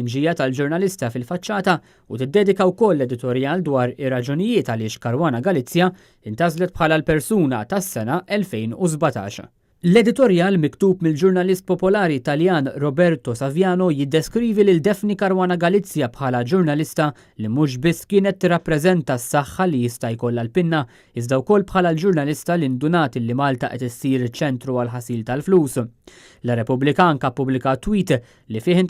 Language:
Maltese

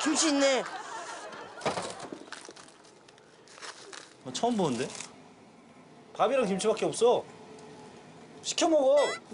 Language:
Korean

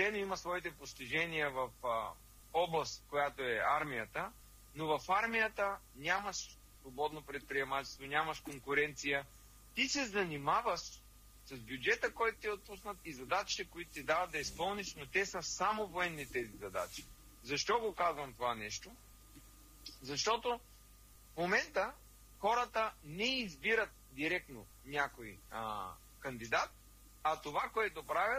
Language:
Bulgarian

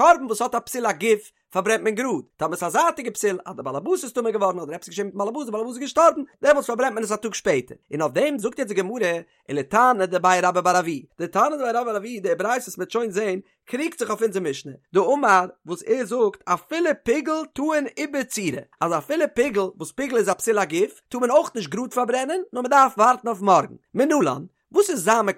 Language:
Yiddish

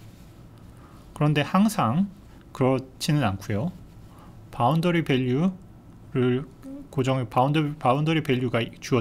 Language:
Korean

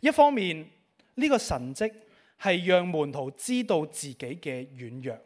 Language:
Cantonese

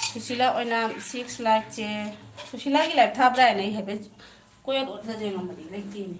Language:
Manipuri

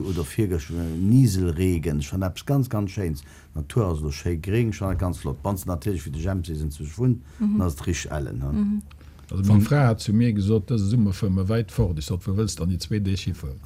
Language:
Luxembourgish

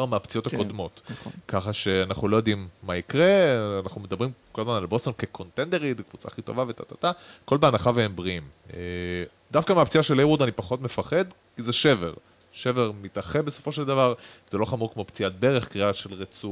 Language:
Hebrew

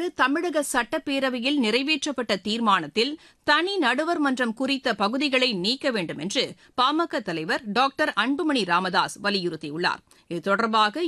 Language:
Tamil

